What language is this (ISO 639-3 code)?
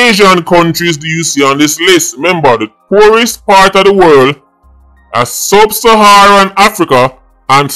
jam